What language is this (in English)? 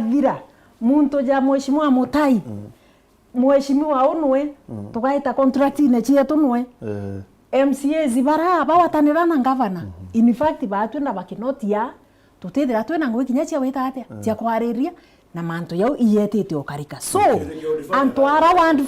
Meru